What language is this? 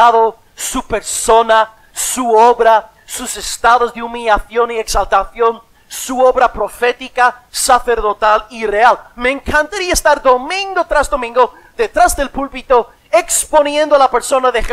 Spanish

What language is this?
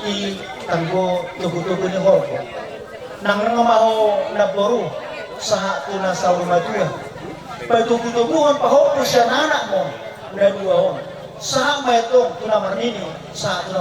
Batak Toba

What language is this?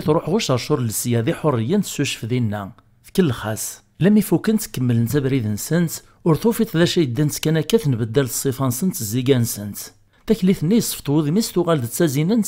Kabyle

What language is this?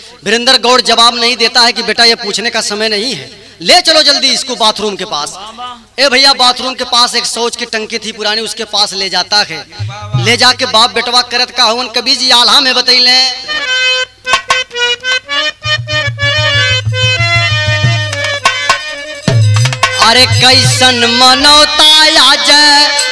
Bhojpuri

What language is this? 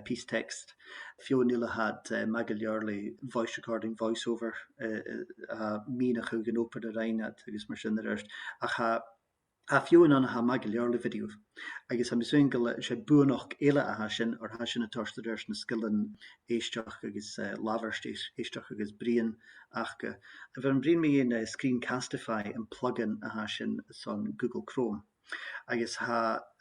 Scottish Gaelic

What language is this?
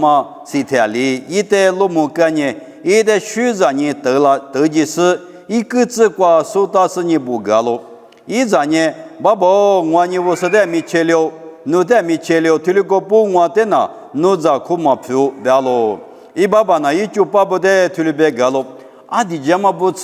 Lisu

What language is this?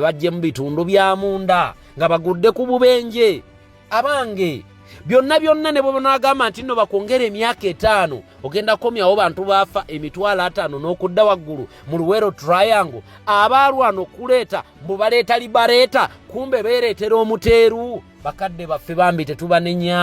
Ganda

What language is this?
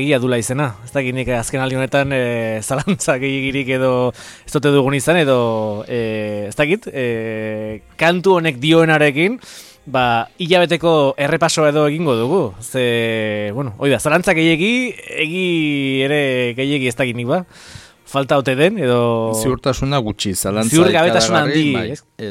Basque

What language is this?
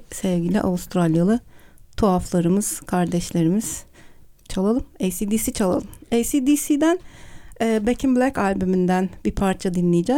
Turkish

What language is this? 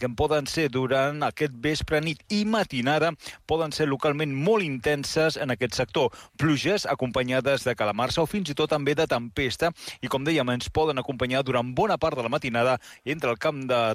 Catalan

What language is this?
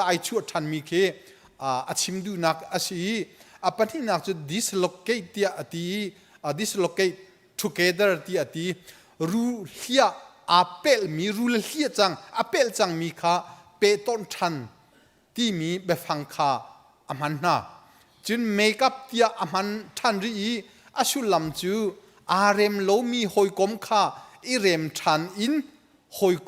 Hakha Chin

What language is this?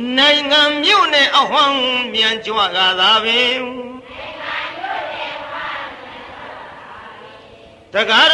Burmese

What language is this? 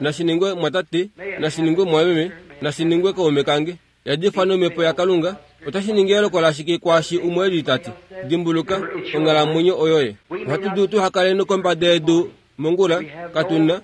Kuanyama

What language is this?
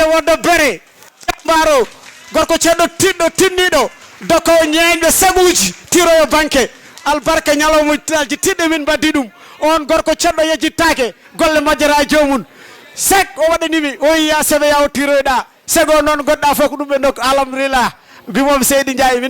Fula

